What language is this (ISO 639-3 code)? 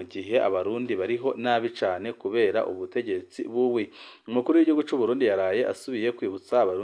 run